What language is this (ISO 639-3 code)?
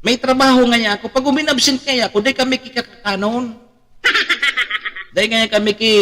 bik